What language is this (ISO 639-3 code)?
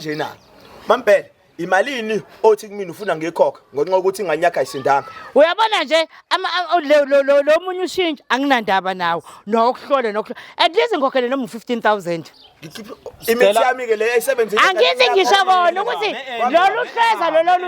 zul